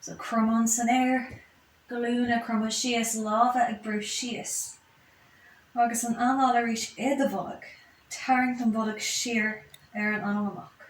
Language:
Irish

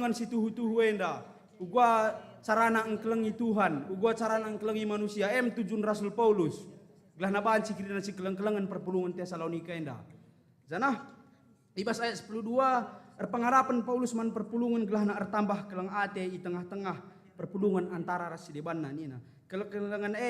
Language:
Batak Karo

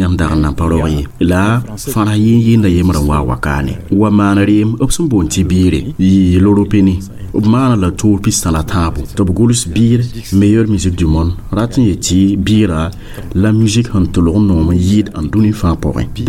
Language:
Mossi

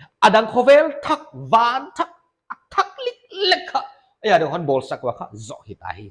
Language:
Paite Chin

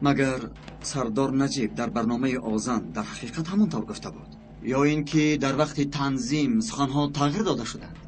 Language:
Tajik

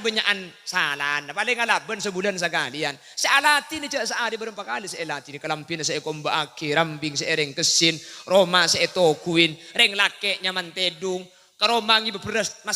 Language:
Madurese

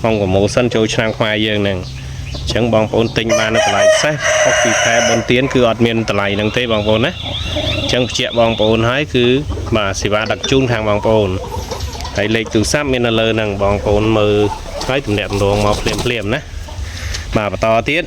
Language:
Khmer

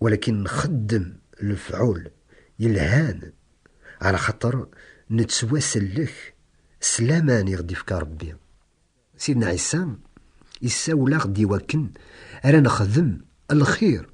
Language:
Kabyle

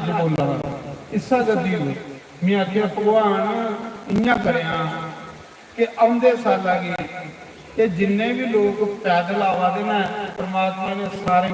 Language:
Dogri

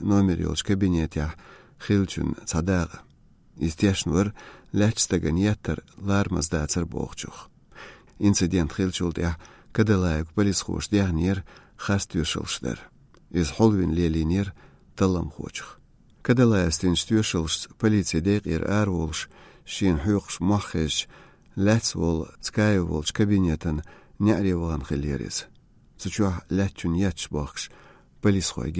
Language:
Chechen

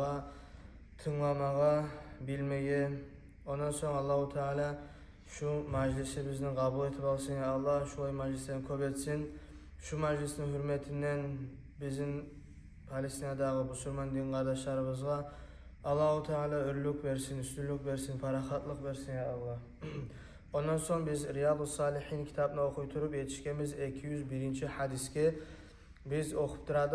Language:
Kumyk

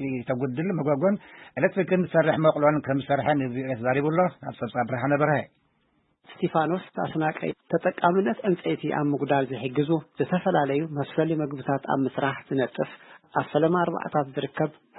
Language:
Tigrinya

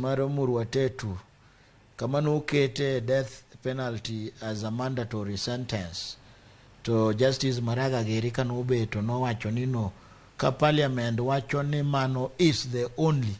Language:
Luo (Kenya and Tanzania)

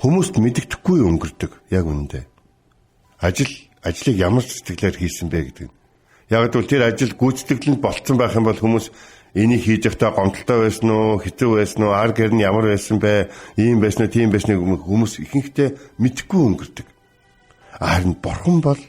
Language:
Mongolian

